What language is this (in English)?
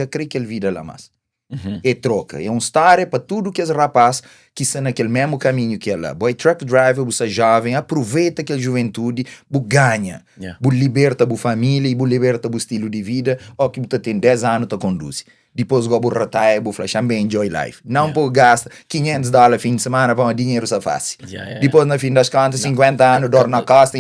Kabuverdianu